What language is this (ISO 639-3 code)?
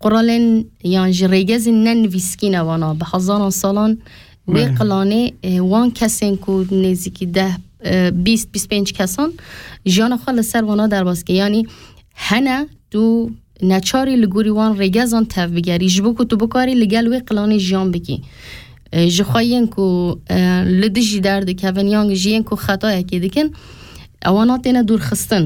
kur